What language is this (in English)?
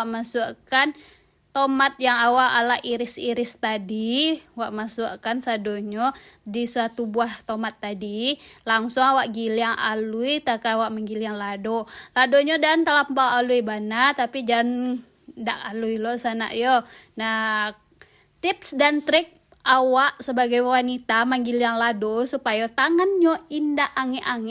Minangkabau